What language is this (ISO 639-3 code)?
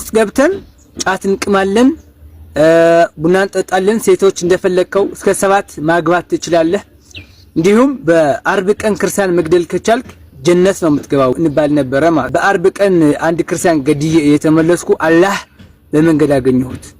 amh